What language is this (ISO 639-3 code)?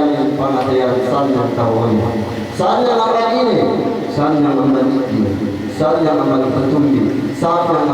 yka